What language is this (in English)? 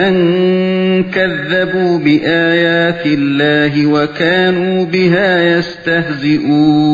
Uyghur